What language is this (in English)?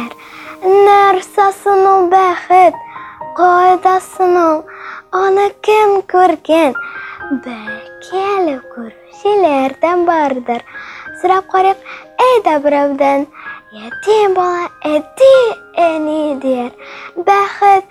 Tatar